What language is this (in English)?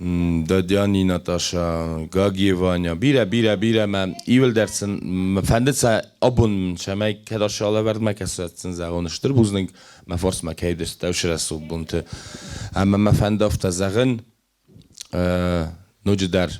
Ossetic